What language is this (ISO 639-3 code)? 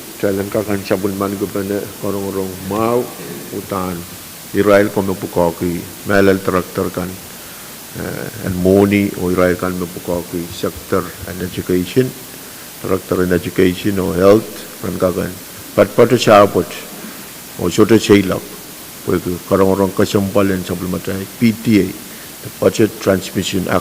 pon